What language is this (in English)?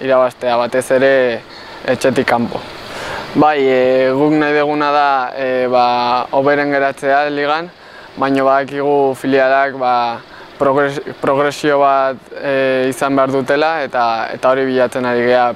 Basque